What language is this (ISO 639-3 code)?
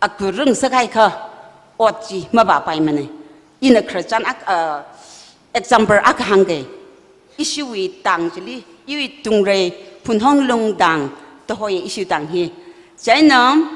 nmf